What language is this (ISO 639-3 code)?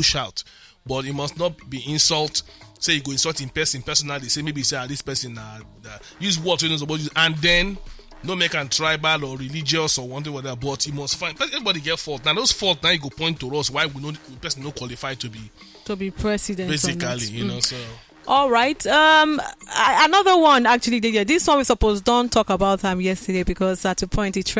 pcm